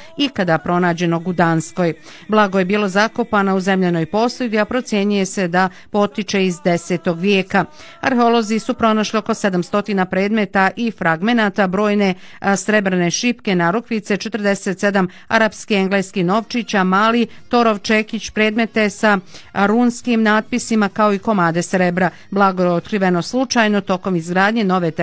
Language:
Bosnian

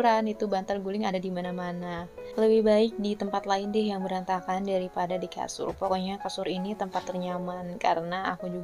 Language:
Indonesian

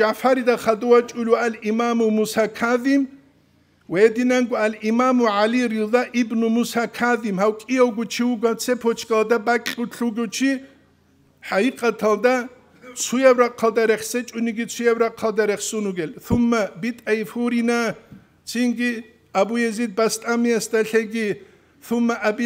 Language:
Avaric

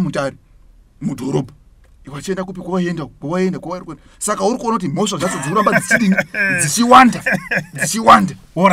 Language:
Shona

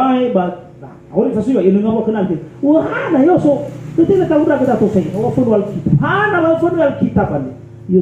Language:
Nias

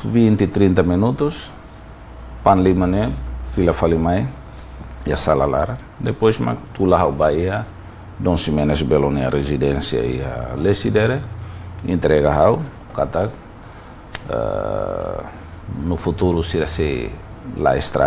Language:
Tetum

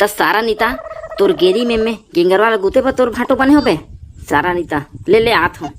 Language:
Chhattisgarhi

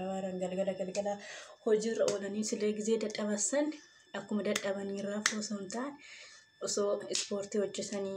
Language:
Oromo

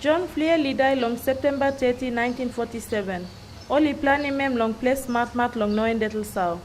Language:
Tok Pisin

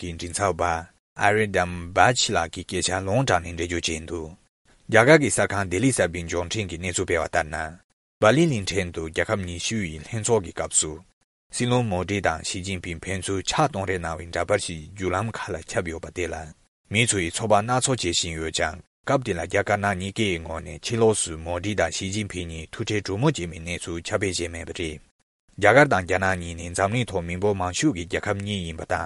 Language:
Tibetan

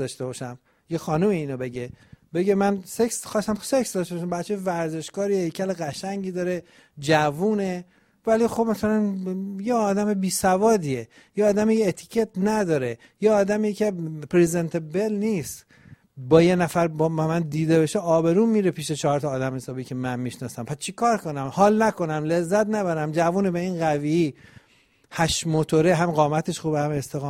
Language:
Persian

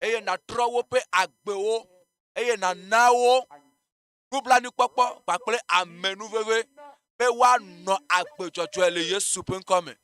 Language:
Ewe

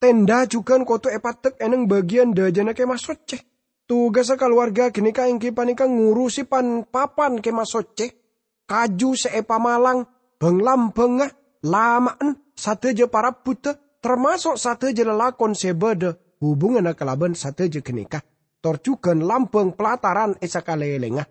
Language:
Madurese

